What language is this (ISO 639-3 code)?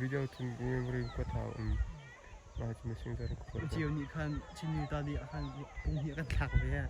cnh